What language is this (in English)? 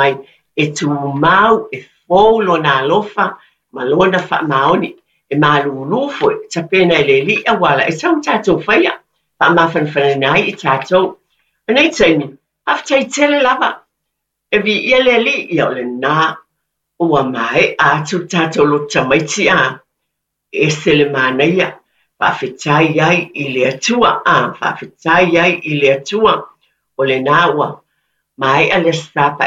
Samoan